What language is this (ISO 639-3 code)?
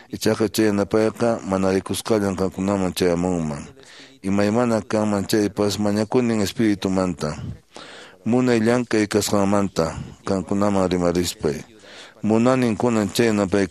que